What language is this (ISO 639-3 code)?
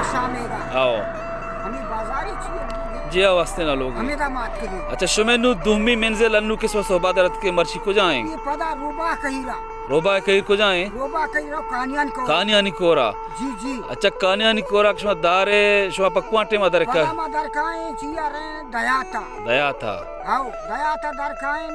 bal